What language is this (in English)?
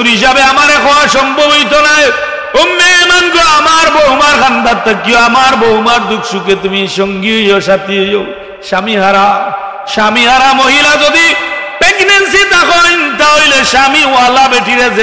Sylheti